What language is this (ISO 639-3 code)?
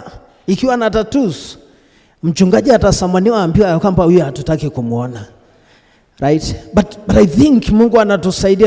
kik